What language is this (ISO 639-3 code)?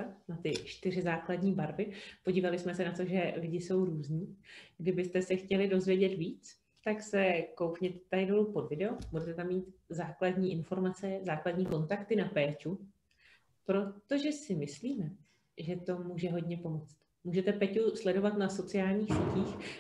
ces